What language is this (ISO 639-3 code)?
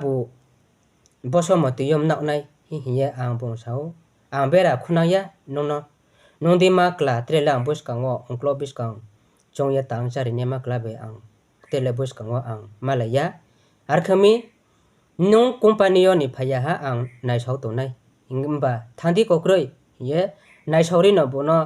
ria